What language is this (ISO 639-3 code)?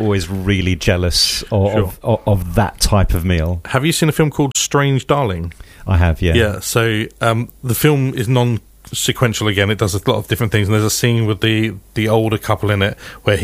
eng